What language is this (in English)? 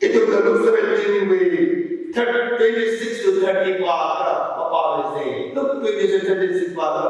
Tangkhul Naga (India)